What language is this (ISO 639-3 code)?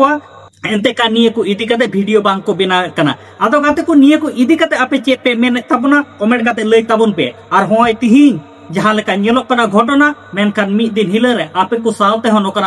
sat